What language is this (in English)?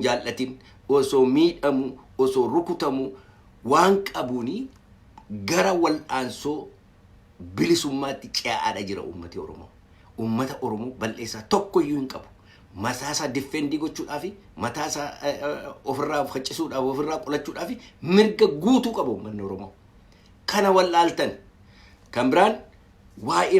Oromo